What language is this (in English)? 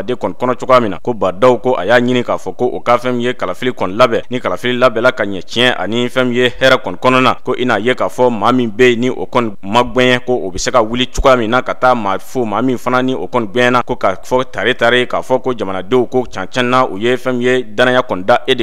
Bambara